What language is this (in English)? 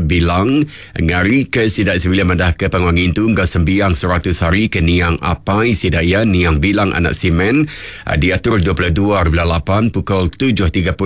Iban